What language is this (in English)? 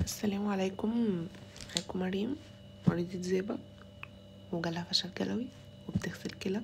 Egyptian Arabic